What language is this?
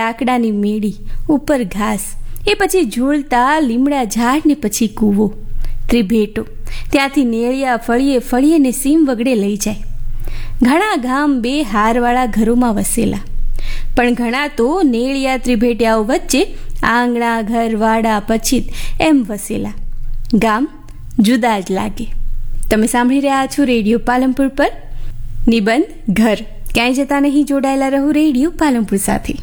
Gujarati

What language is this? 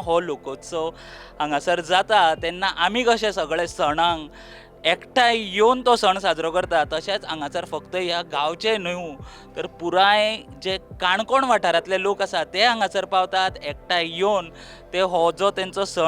Konkani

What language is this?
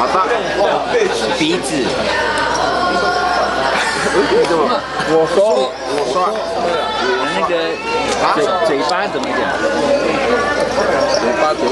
Chinese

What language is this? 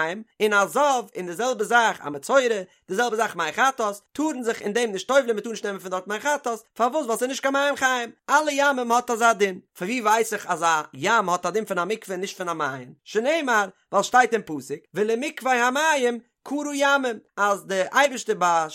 Yiddish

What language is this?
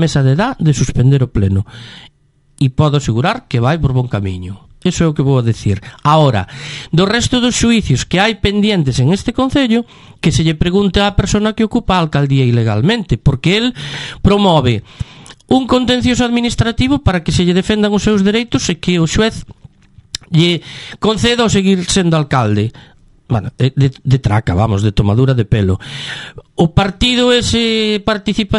Galician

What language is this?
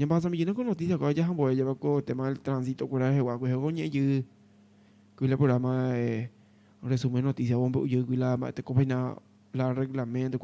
Guarani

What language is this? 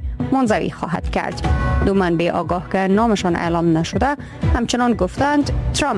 Persian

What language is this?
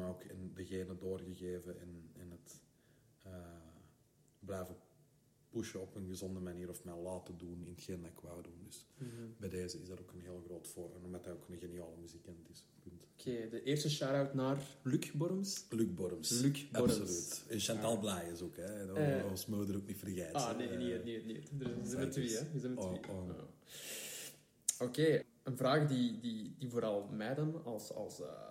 Dutch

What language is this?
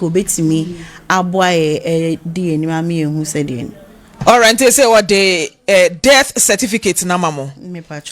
Akan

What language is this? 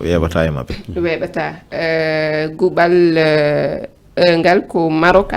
Fula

